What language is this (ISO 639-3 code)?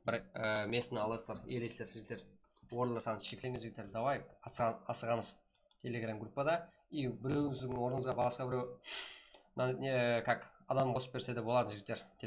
kaa